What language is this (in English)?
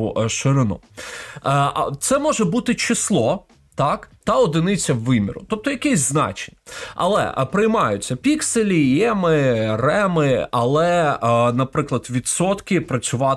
Ukrainian